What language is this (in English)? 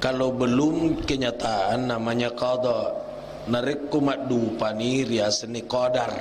Buginese